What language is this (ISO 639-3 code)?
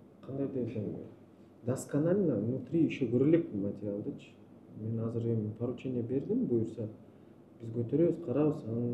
kir